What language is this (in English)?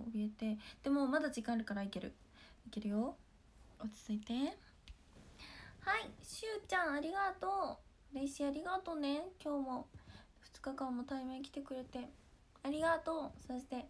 Japanese